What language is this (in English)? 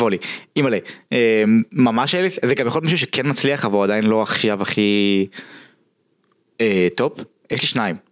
Hebrew